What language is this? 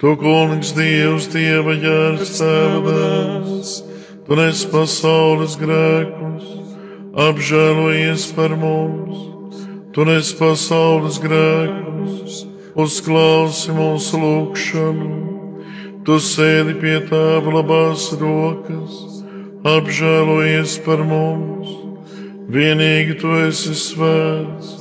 Latvian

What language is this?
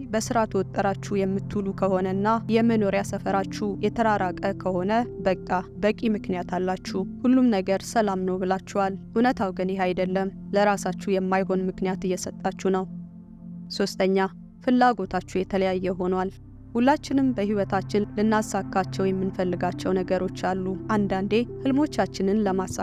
Amharic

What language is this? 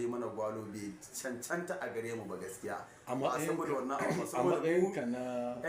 Hausa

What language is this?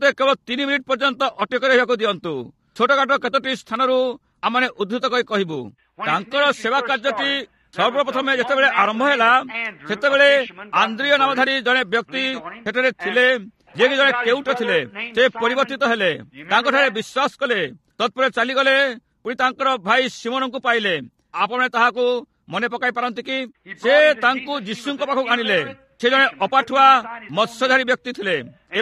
Odia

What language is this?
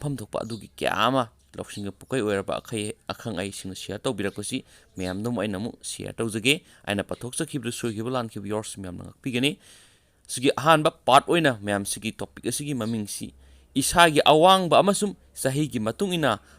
Manipuri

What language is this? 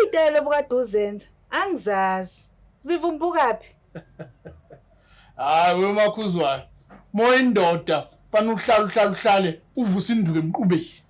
Zulu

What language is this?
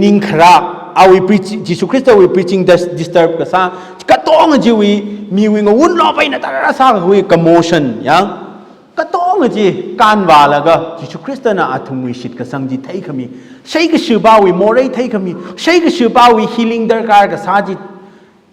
Tangkhul Naga (India)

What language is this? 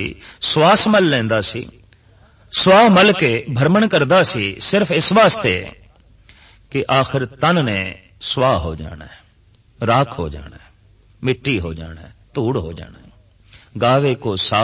Punjabi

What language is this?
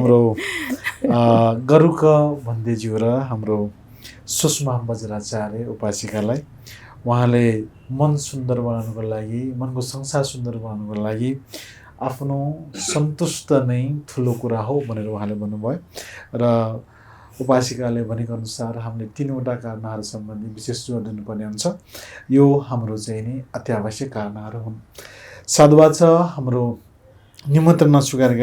Nepali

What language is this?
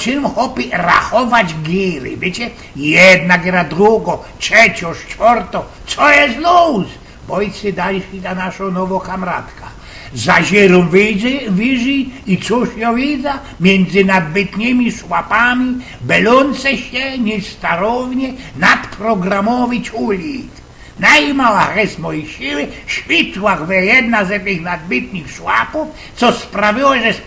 Silesian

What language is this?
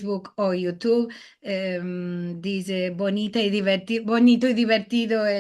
Ladino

